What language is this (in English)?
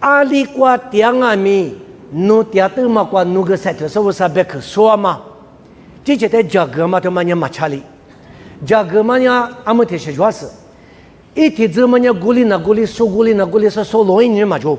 Lisu